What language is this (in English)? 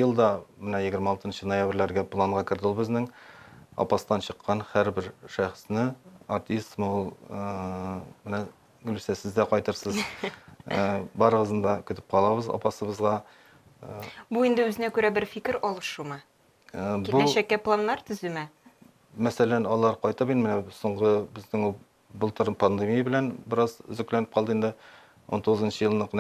Tatar